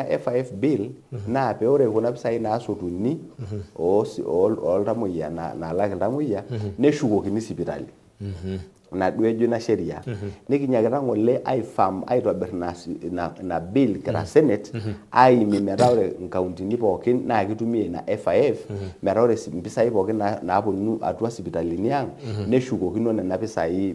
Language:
Masai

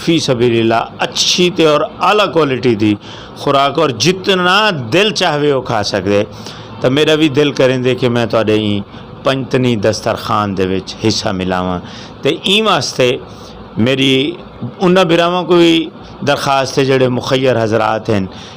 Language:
Saraiki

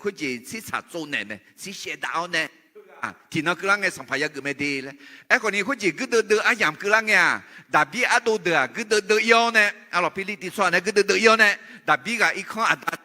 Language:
Akha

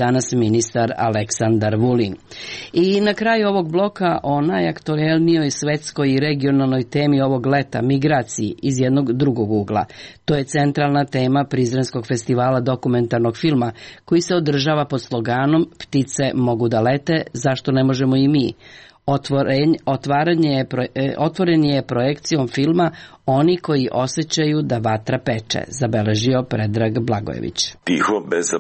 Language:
Serbian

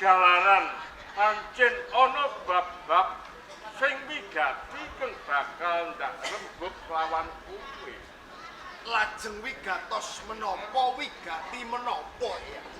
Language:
Javanese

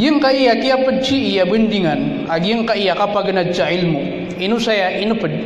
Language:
Maranao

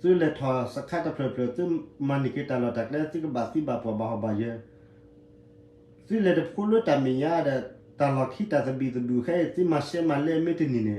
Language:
S'gaw Karen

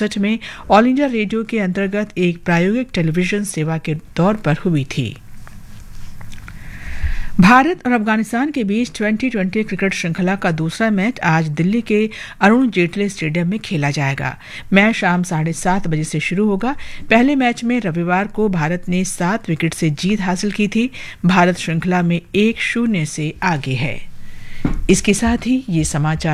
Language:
Hindi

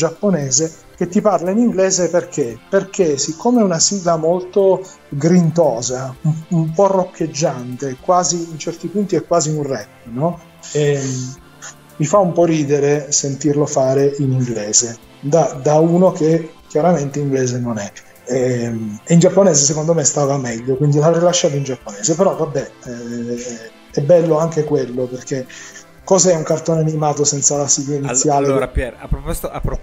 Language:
Italian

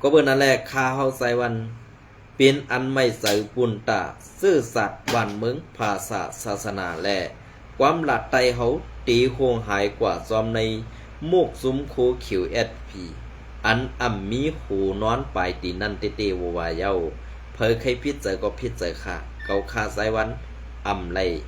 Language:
Shan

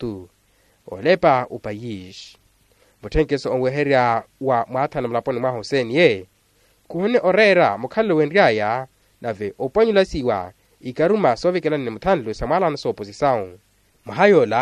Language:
Makhuwa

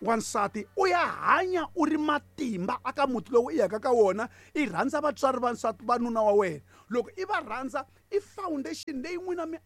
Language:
Tsonga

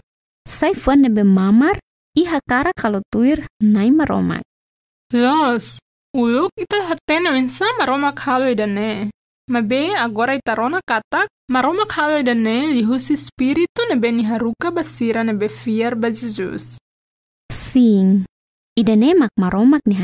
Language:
Tetum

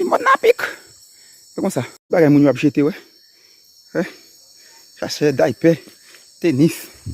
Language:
Haitian Creole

